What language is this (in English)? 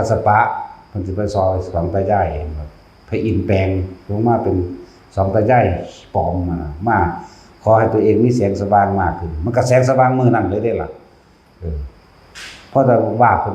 Northeastern Thai